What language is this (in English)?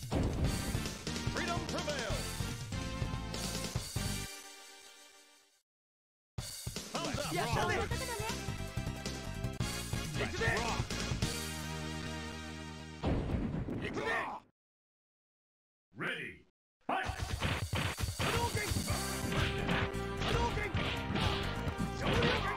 Japanese